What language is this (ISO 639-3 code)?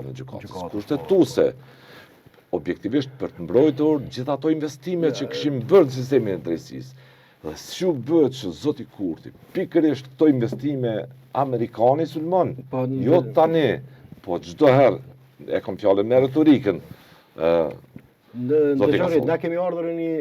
sqi